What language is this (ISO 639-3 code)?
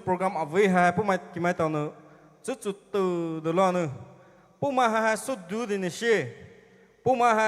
pmx